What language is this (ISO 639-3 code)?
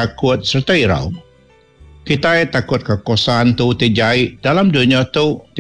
iba